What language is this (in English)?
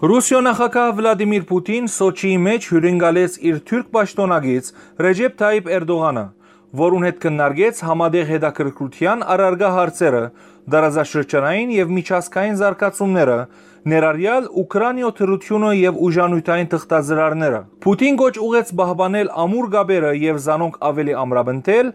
Western Armenian